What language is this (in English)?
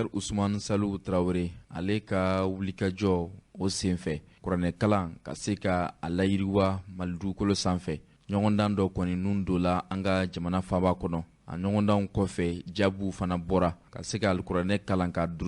Bambara